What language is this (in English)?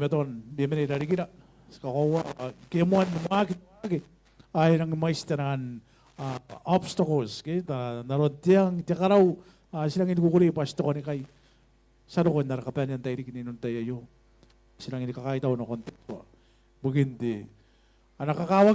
Gilbertese